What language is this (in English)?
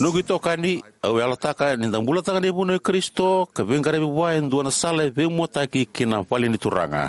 Fijian